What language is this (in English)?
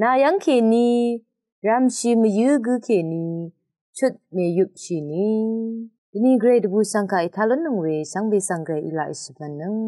Rawang